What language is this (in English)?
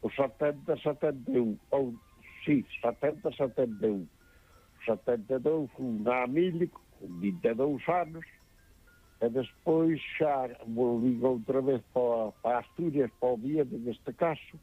Galician